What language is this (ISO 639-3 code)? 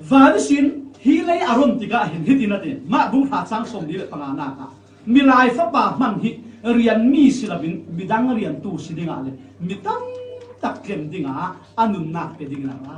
cfm